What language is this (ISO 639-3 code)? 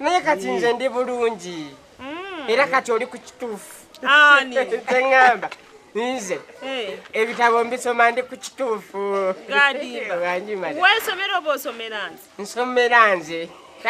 lug